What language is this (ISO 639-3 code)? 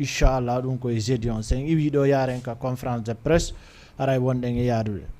ful